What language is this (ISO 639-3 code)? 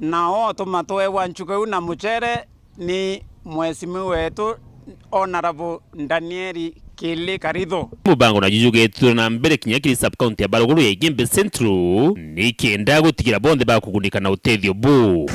mer